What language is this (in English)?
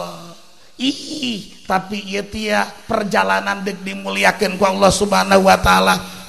Sundanese